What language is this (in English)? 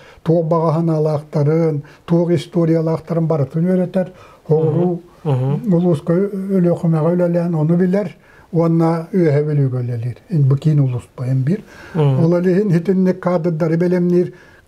Yakut